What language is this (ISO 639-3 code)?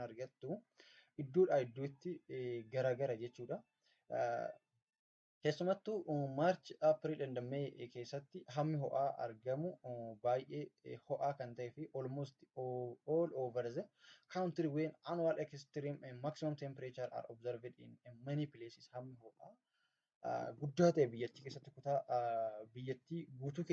orm